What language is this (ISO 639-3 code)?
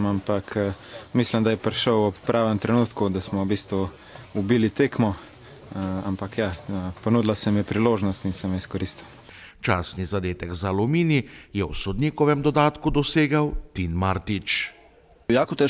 slv